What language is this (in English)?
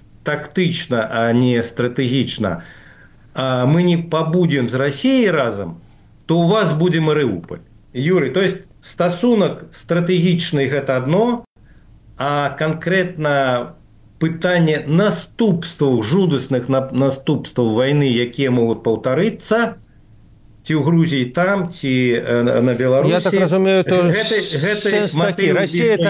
Belarusian